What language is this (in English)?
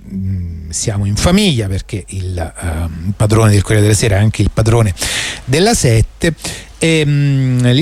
Italian